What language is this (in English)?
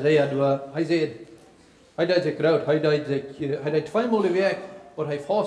Plautdietsch